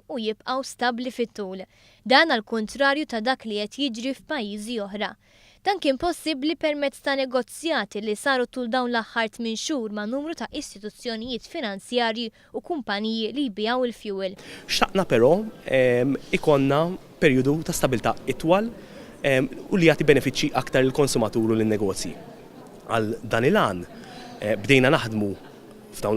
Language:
Maltese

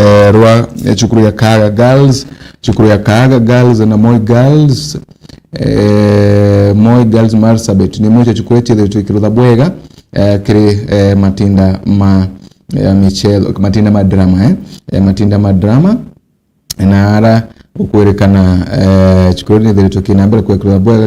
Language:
Meru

